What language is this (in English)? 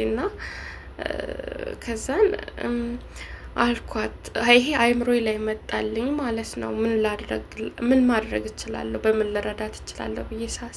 Amharic